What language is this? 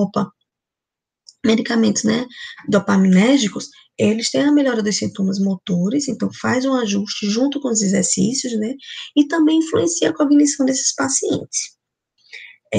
Portuguese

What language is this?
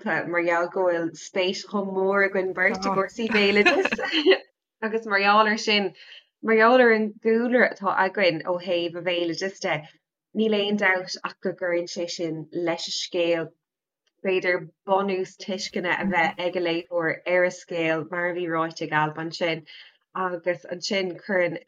Irish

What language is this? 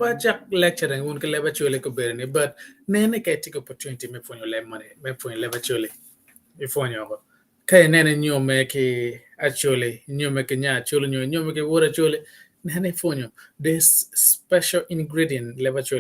Acoli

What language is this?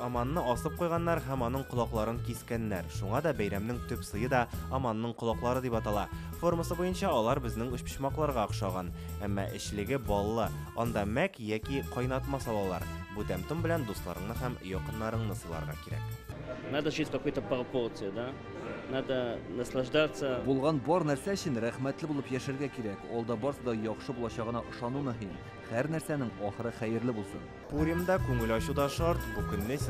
Tatar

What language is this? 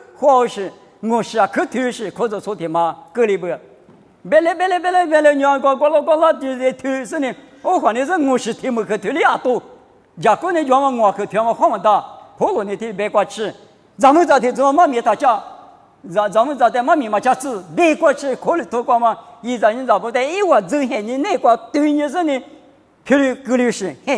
Lisu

